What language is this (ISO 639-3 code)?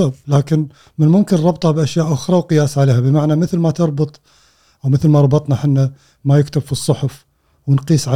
afb